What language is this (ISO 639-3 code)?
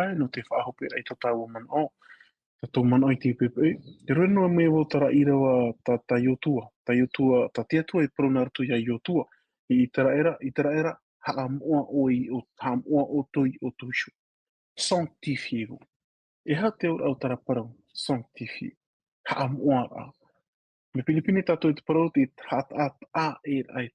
tah